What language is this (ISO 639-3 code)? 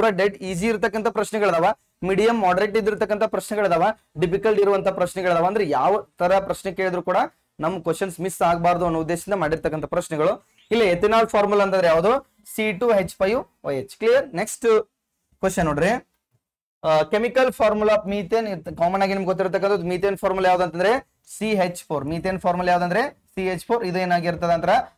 kan